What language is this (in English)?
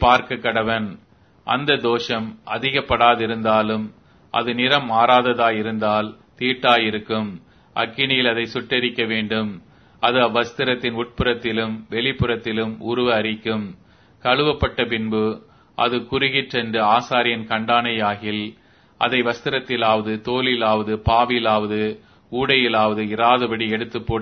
Tamil